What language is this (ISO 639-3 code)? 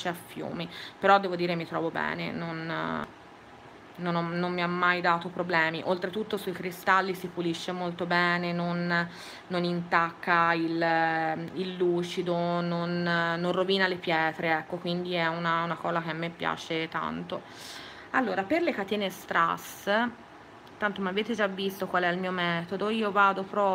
ita